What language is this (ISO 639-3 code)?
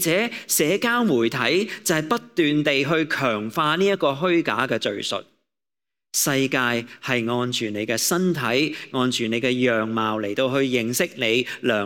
yue